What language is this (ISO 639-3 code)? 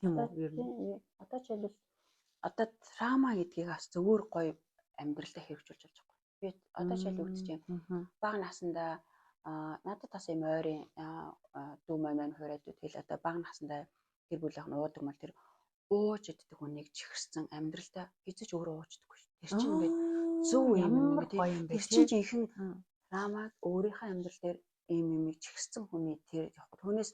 mon